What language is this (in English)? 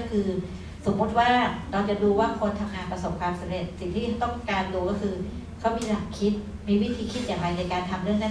Thai